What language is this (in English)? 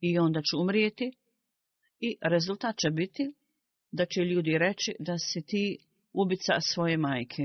Bosnian